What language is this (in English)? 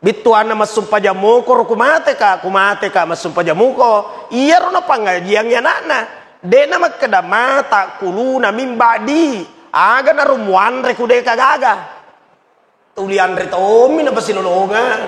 Buginese